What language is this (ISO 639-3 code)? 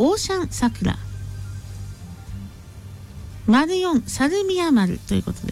jpn